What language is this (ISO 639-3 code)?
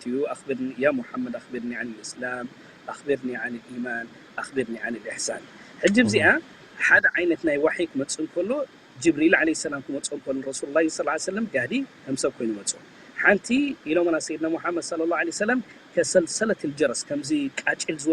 tir